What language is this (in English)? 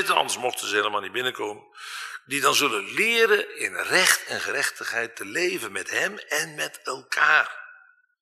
Dutch